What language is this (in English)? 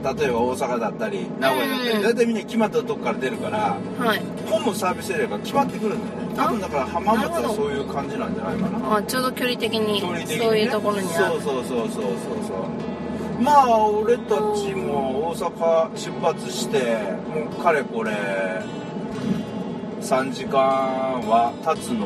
Japanese